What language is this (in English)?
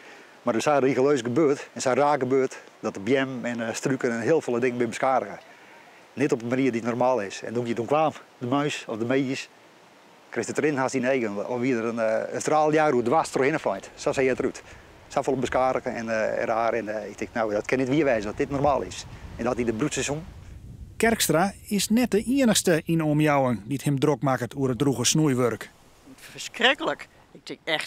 Western Frisian